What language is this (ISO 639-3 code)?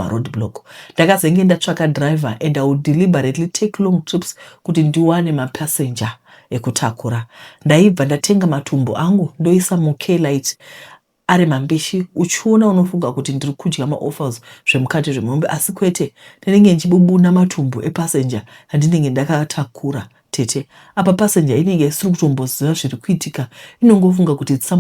sna